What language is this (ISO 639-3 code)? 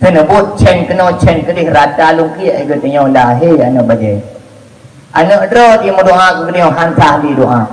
ace